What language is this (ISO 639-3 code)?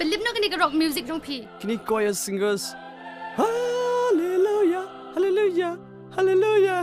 kha